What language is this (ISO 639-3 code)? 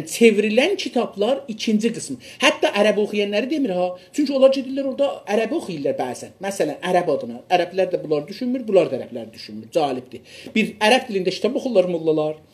azb